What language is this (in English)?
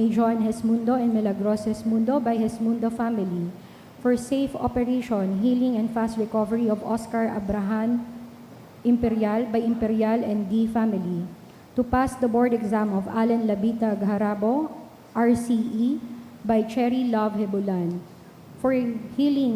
Bikol